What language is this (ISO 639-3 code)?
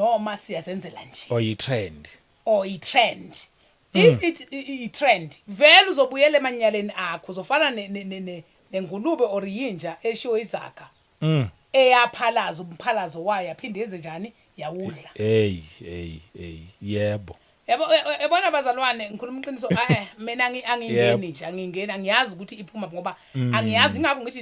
zul